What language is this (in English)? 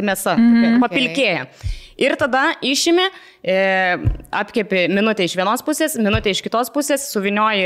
Lithuanian